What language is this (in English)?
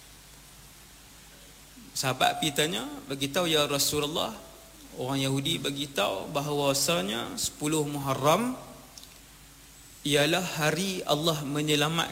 Malay